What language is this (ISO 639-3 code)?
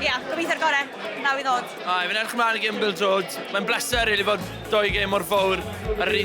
cym